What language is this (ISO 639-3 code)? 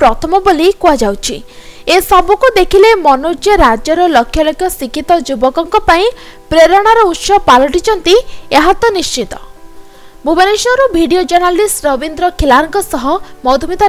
ori